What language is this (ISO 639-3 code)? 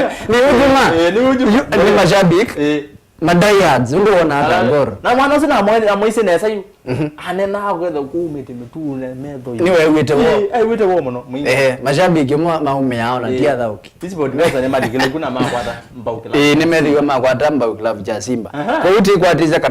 kam